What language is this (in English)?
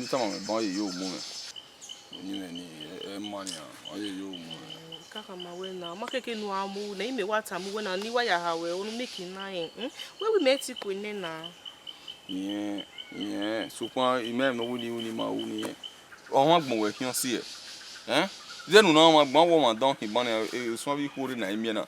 Bini